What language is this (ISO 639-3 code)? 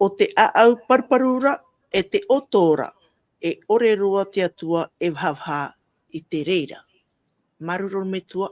tah